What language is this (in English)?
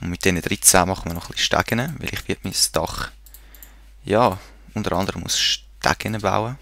Swiss German